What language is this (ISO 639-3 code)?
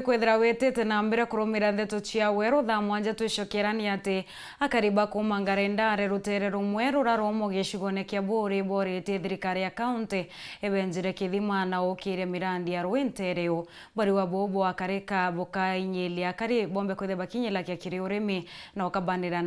mer